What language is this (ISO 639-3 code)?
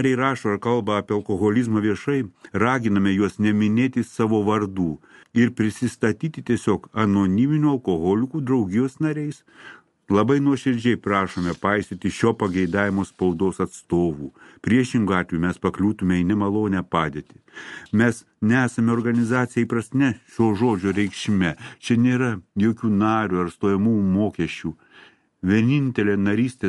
lit